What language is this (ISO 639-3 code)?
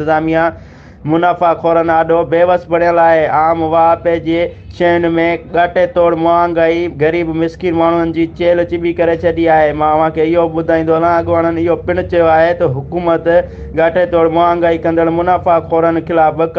snd